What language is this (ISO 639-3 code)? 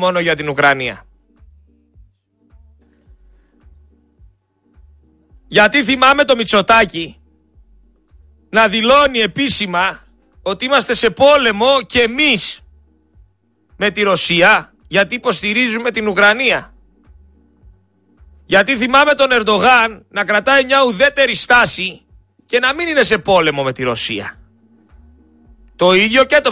ell